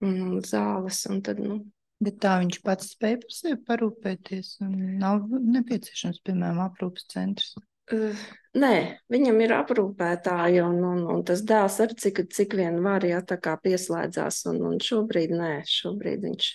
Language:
Latvian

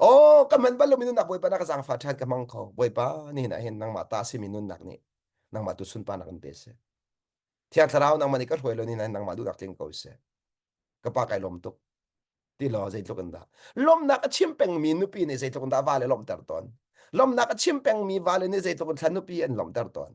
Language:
Hakha Chin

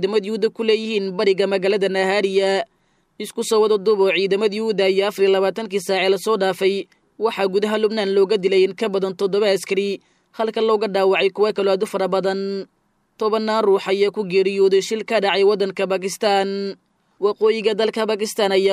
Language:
Somali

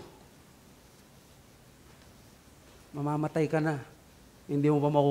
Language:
Filipino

